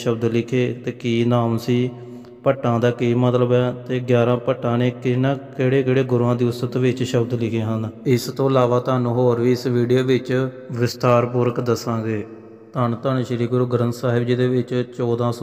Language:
Punjabi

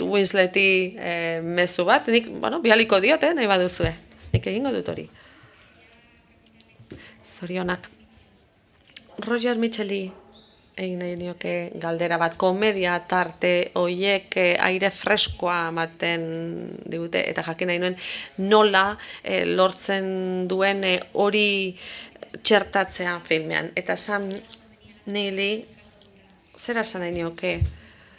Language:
Basque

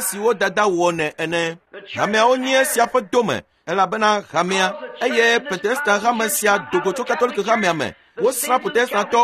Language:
Ewe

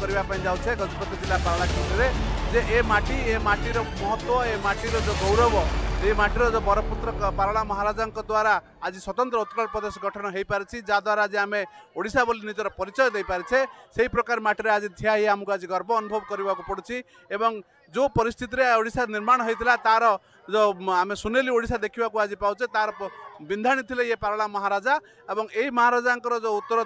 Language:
Odia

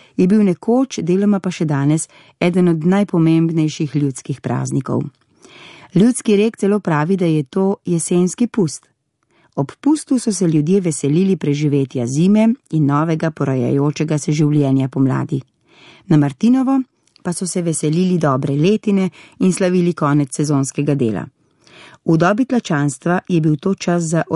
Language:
Slovenian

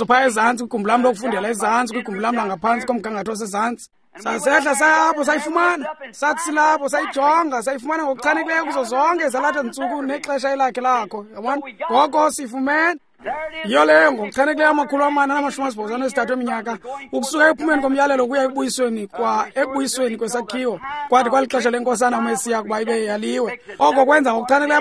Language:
Xhosa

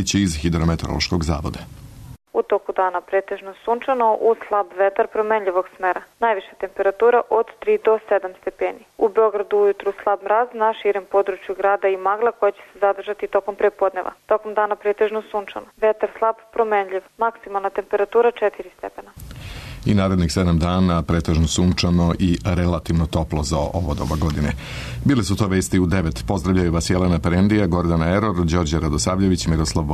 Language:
Serbian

